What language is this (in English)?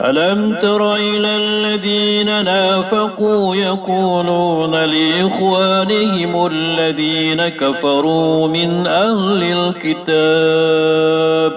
Maranao